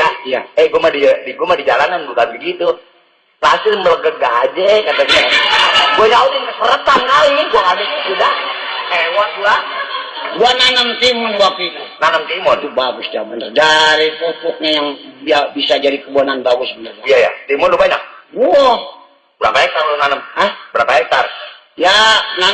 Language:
Betawi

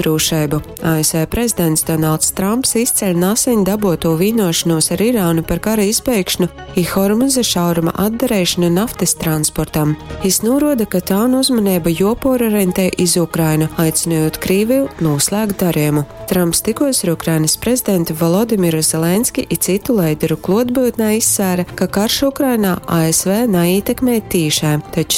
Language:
Latgalian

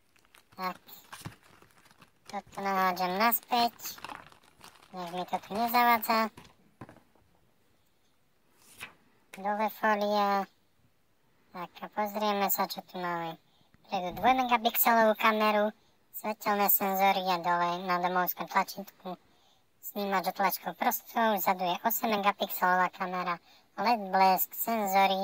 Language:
Slovak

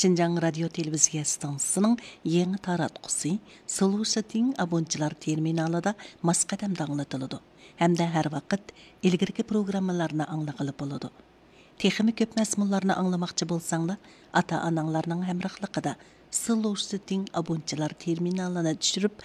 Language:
Uyghur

